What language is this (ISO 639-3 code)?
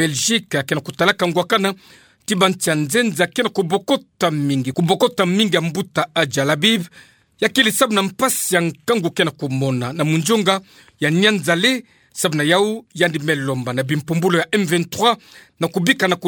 ktu